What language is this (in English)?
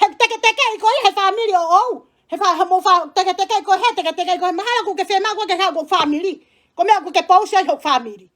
Tongan